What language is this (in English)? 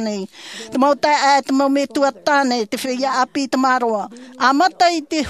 Tahitian